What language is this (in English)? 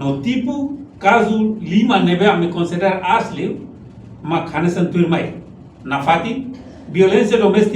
Tetum